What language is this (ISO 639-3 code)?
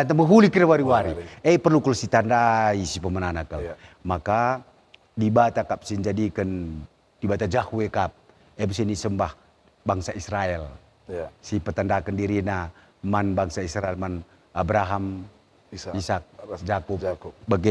btx